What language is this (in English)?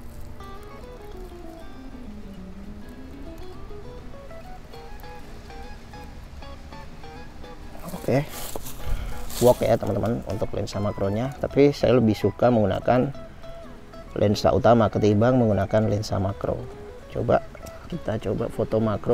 Indonesian